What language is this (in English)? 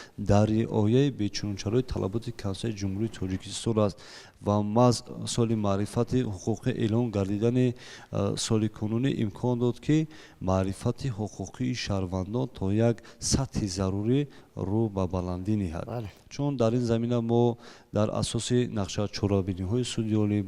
Tajik